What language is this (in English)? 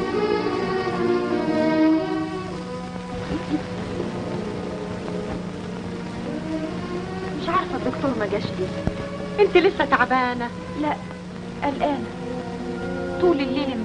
Egyptian Arabic